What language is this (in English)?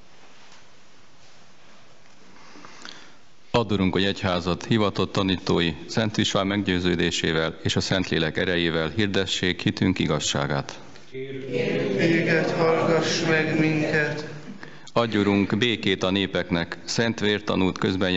Hungarian